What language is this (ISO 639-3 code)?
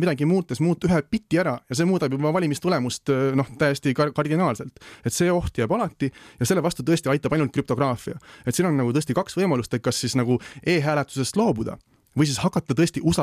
est